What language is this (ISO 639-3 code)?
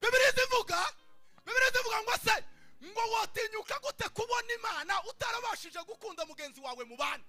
kin